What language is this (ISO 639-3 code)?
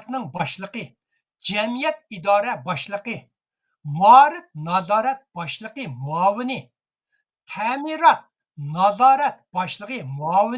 uig